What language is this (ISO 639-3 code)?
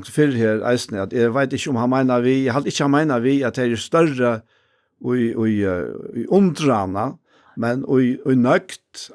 fao